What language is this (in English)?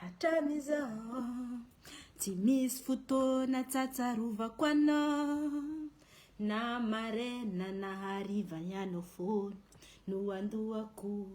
Malagasy